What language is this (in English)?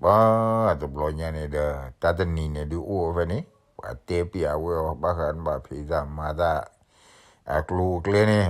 S'gaw Karen